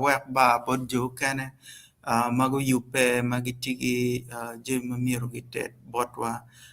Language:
Acoli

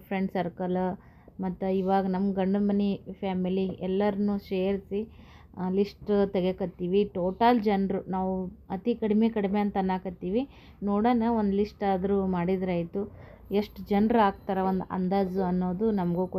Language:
Kannada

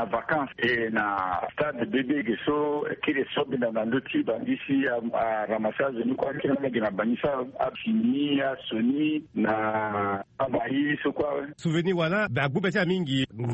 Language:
Sango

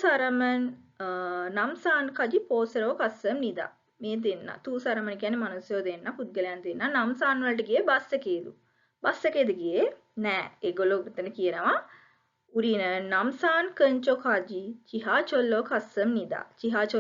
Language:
Sinhala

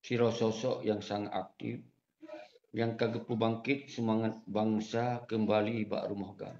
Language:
Achinese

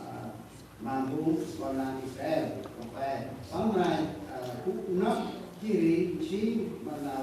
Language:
Central Mnong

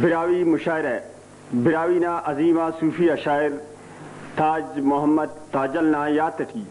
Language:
Brahui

